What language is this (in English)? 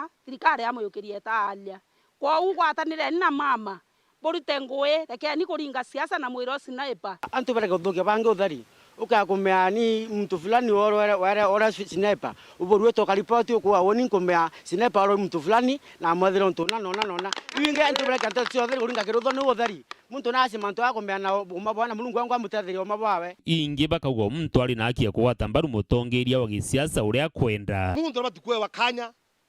Meru